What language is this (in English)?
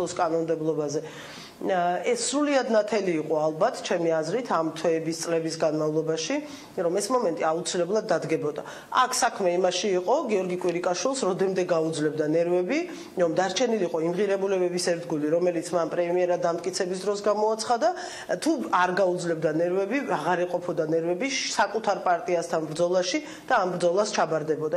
Georgian